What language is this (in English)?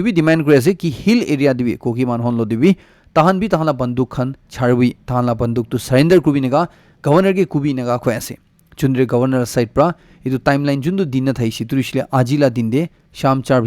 Naga Pidgin